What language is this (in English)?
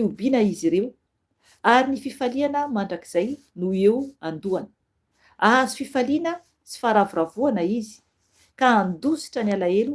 Malagasy